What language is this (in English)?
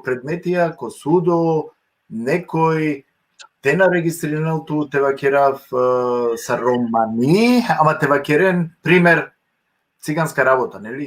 Balkan Romani